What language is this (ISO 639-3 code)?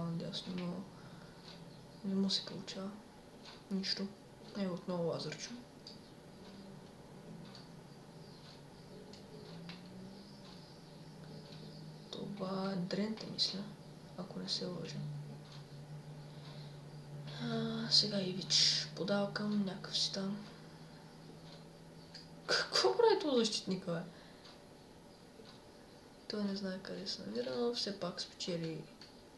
bul